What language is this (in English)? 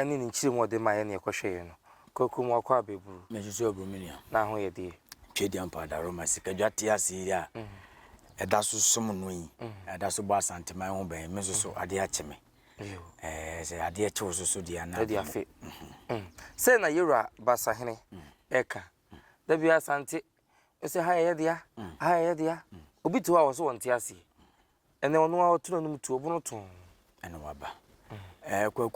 Akan